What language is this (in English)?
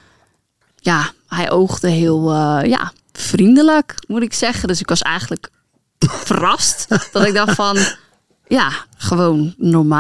Dutch